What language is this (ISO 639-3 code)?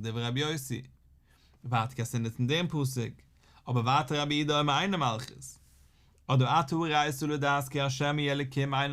yid